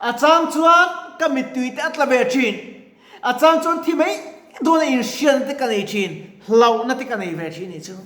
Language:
Mizo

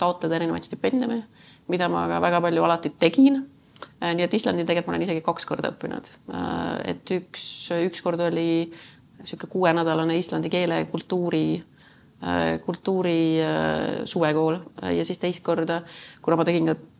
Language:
Estonian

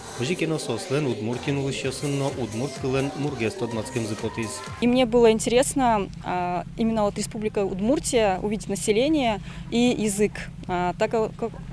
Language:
Udmurt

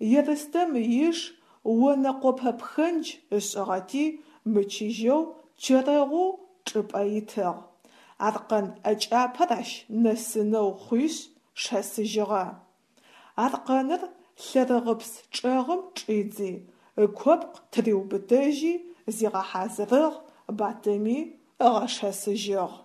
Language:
Adyghe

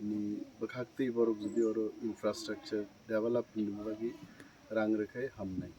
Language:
Kok Borok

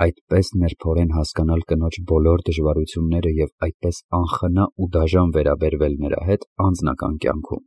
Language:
Armenian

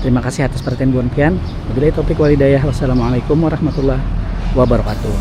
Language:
Banjar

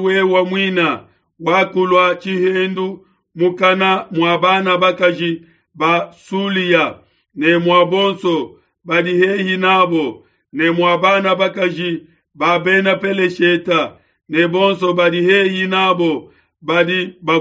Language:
Luba-Lulua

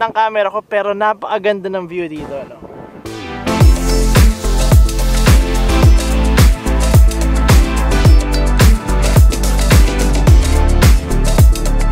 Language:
Filipino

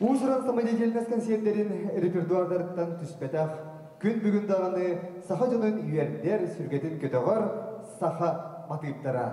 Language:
Yakut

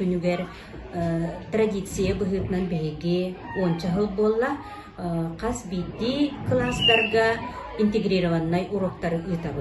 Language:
Yakut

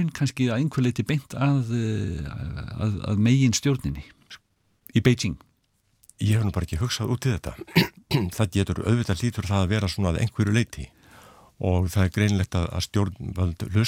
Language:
Icelandic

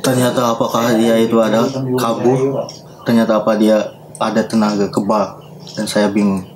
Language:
Banjar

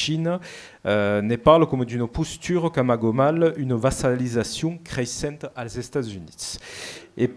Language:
Occitan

